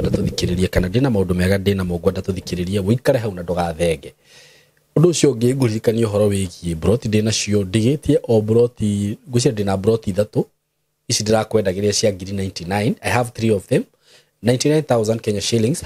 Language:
Kikuyu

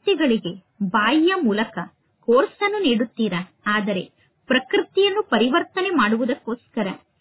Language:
Kannada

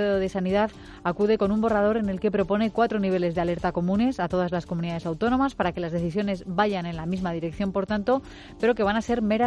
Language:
Spanish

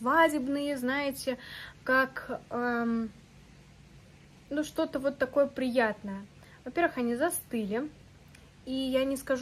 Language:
Russian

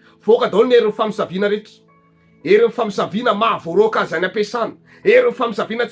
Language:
Malagasy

